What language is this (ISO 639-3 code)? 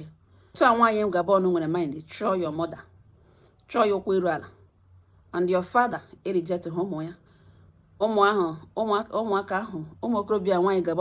ibo